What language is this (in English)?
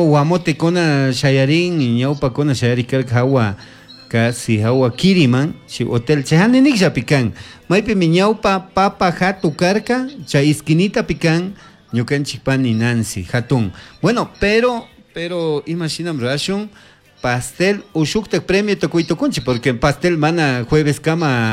Chimborazo Highland Quichua